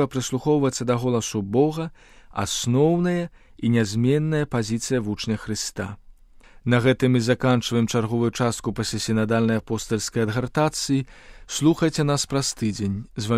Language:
Belarusian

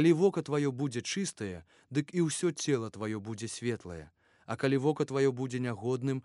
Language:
Belarusian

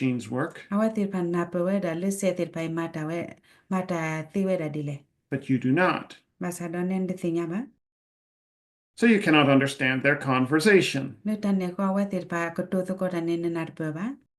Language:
S'gaw Karen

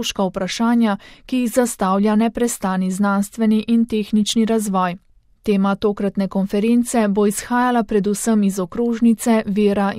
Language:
Slovenian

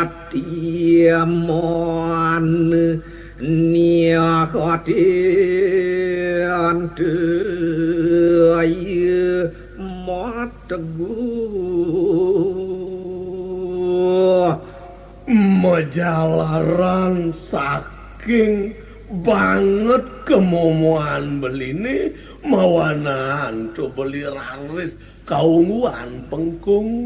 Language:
Balinese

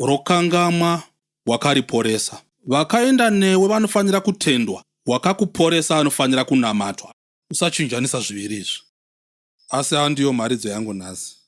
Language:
Shona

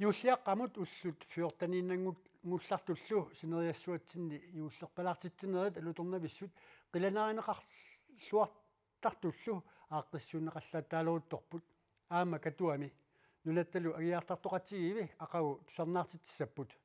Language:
Kalaallisut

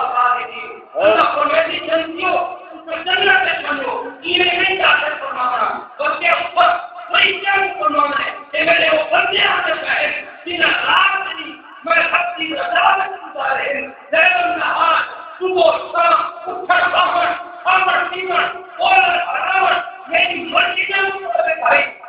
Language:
Saraiki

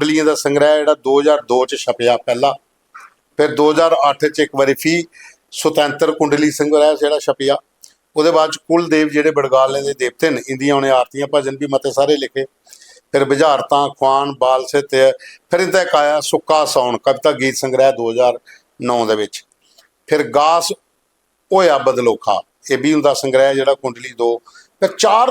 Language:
Dogri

